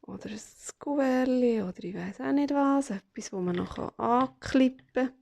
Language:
Swiss German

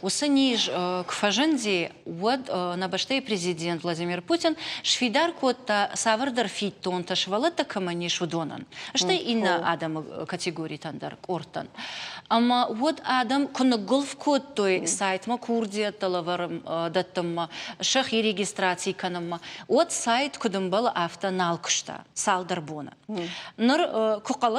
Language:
Ossetic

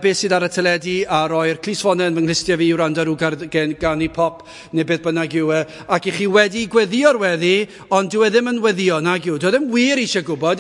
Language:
Welsh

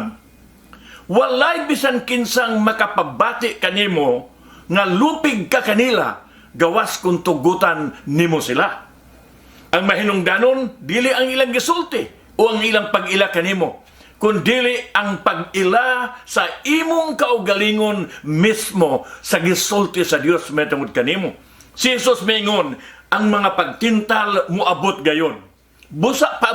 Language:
Cebuano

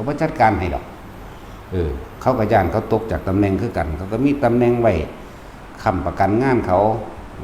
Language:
Northeastern Thai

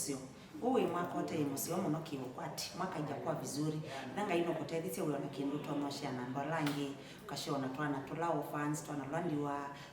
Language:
Kamba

